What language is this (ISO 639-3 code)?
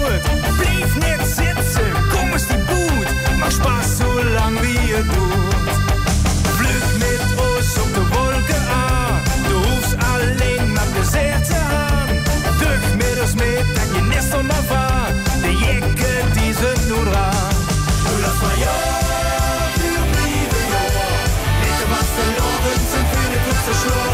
lim